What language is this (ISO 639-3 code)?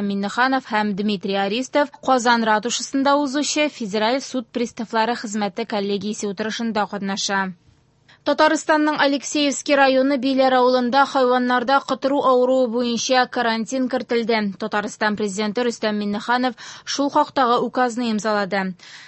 tat